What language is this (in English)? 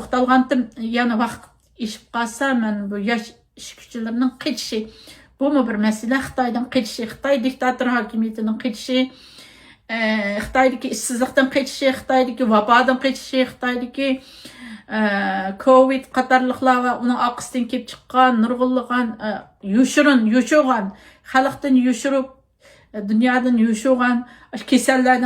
Uyghur